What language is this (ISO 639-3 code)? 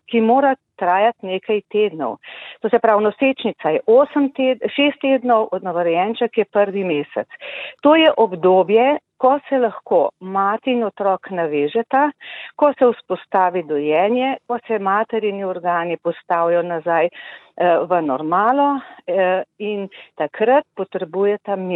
slv